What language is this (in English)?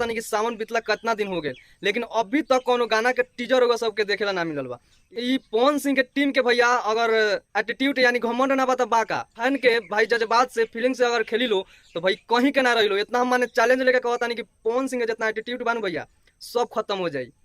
Bhojpuri